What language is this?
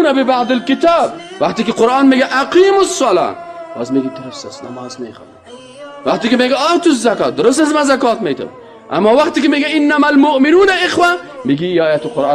Persian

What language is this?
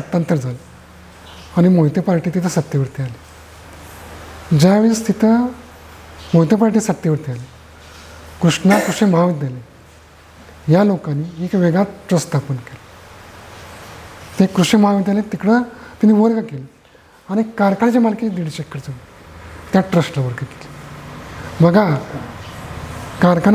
Marathi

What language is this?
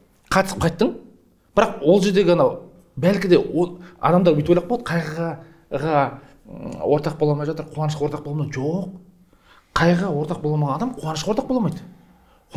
Kazakh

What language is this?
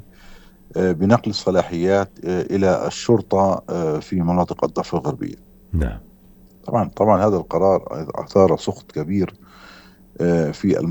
North Levantine Arabic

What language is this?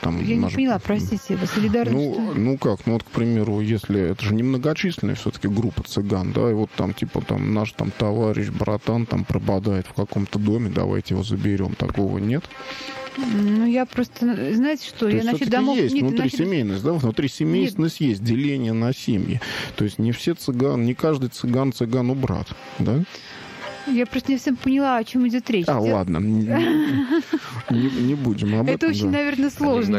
Russian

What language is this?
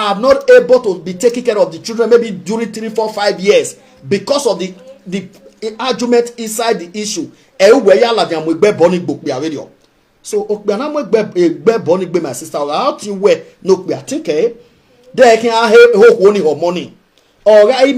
Nigerian Pidgin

